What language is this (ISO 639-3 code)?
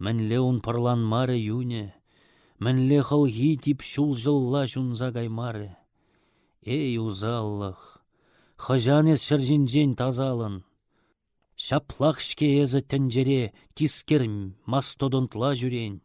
chv